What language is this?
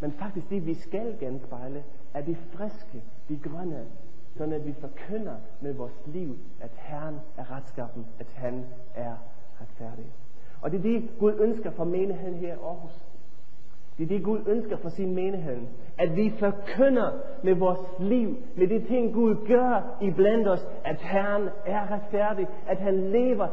Danish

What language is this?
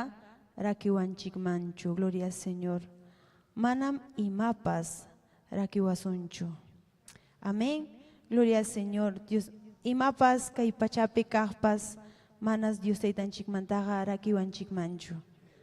Ayacucho Quechua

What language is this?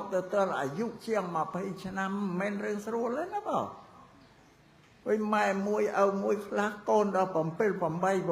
Khmer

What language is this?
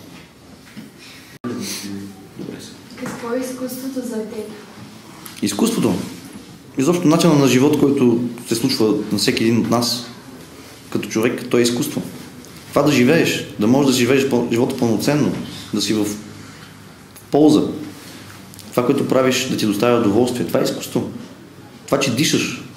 Bulgarian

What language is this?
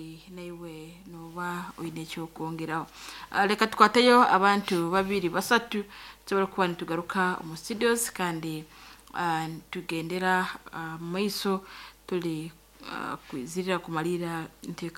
Nyoro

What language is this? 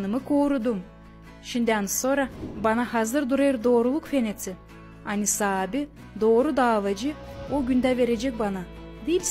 Gagauz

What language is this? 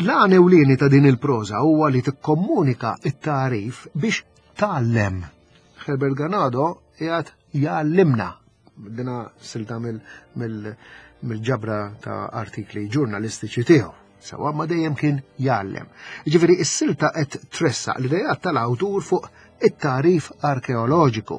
Maltese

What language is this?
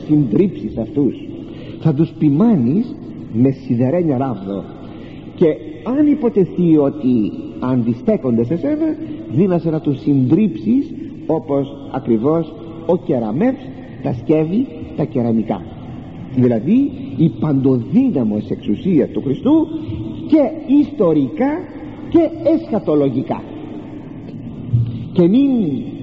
Greek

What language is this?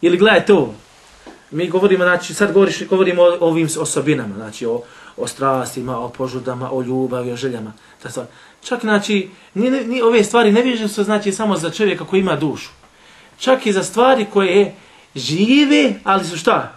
Bosnian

